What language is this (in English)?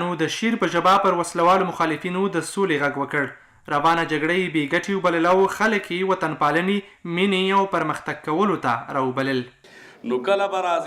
Pashto